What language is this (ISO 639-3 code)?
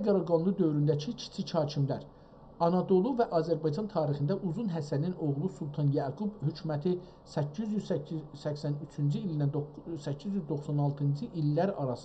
azb